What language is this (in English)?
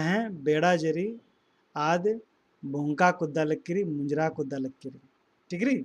Kurukh